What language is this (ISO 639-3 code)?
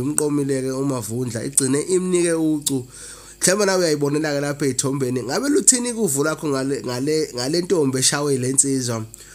zul